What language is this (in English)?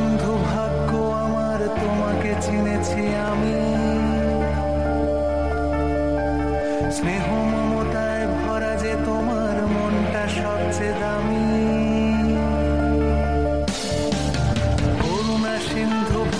Bangla